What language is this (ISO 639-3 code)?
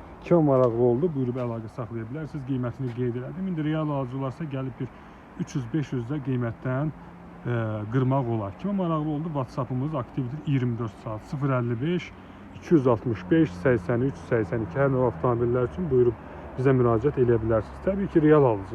aze